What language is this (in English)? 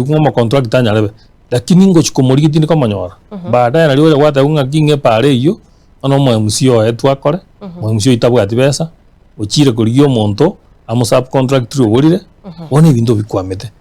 Gusii